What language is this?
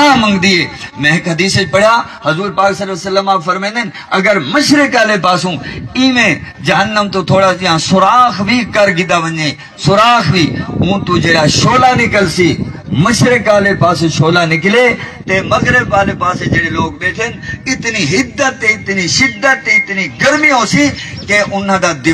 Saraiki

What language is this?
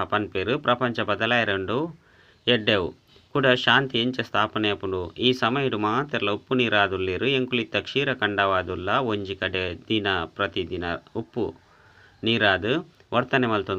Tulu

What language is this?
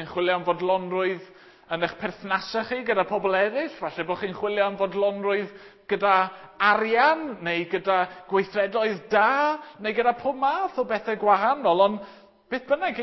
Welsh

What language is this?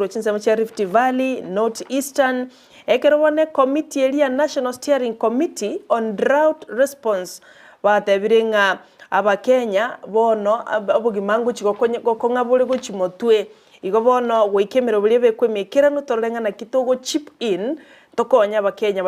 Gusii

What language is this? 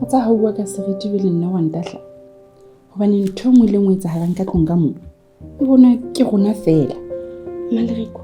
Southern Sotho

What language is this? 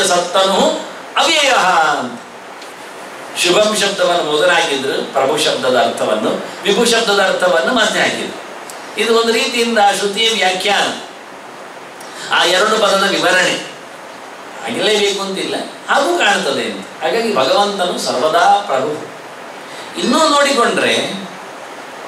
Kannada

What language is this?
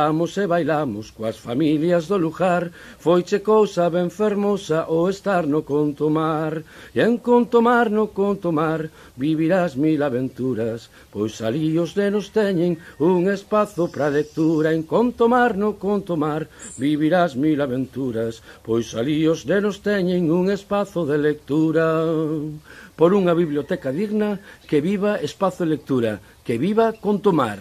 Galician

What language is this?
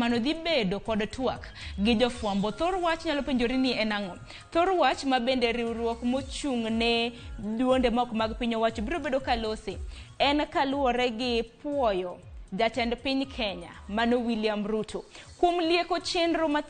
Luo (Kenya and Tanzania)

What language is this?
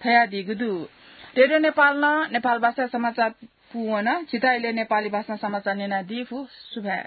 Newari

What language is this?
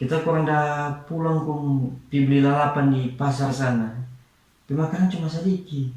Manado Malay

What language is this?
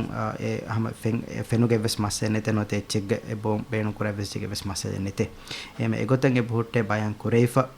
Divehi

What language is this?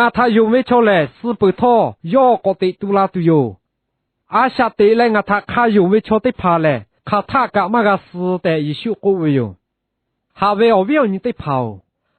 Lahu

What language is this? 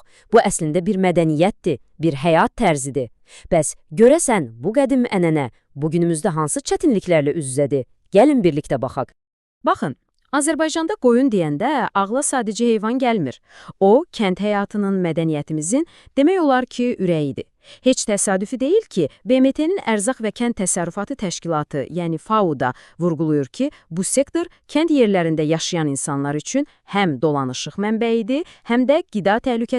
Azerbaijani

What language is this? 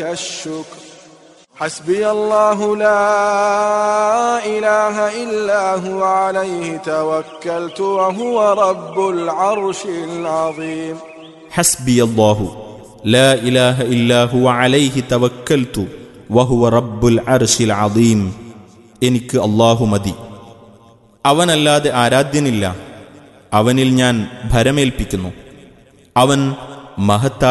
Malayalam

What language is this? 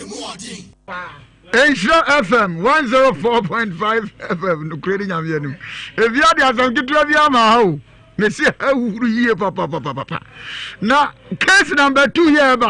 Akan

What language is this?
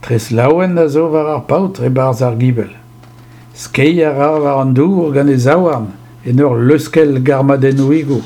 Breton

